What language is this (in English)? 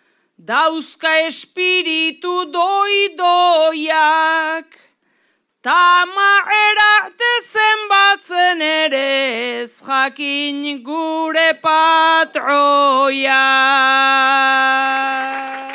Basque